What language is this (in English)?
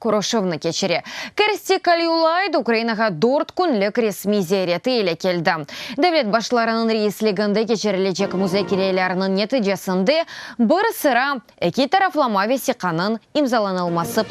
Crimean Tatar